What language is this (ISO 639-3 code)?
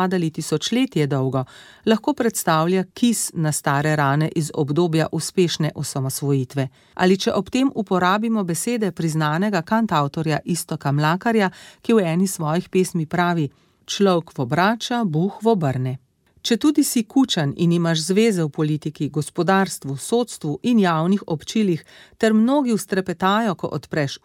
slv